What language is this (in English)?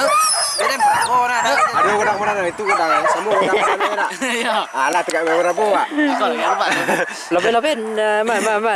Minangkabau